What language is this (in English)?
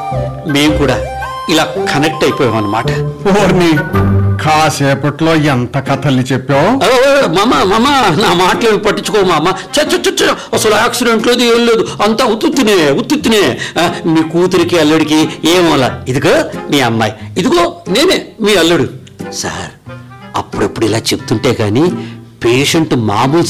Telugu